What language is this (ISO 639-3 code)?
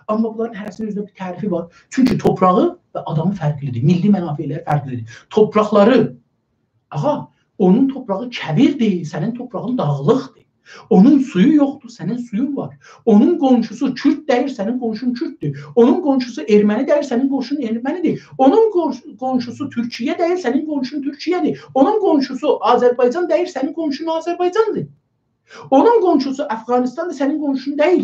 azb